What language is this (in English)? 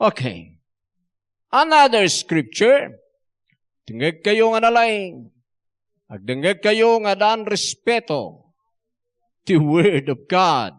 Iloko